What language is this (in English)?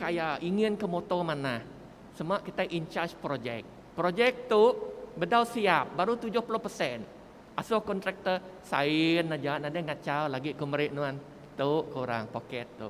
Iban